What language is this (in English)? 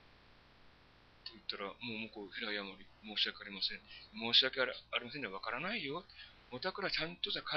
Japanese